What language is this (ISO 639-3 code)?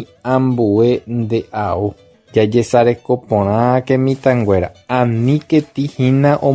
grn